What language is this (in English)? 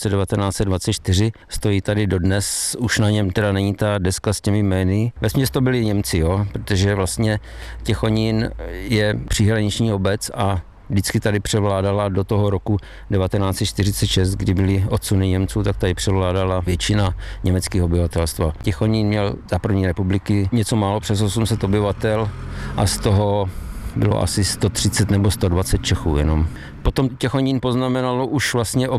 Czech